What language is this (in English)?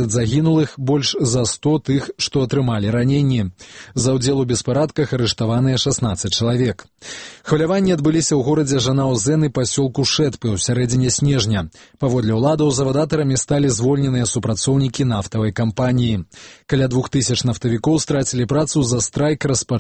Belarusian